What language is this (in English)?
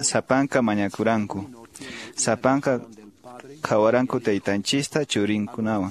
Quechua